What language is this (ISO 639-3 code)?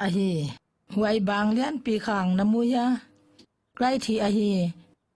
pck